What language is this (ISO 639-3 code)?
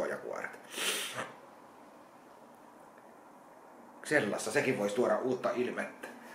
fin